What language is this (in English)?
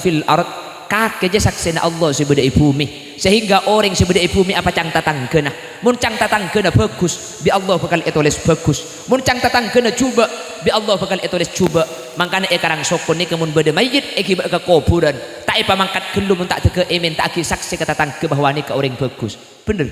Madurese